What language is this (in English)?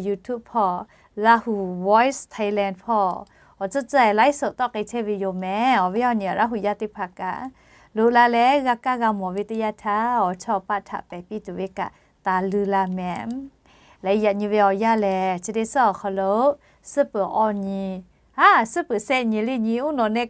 Lahu